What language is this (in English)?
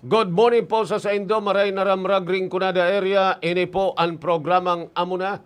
Bikol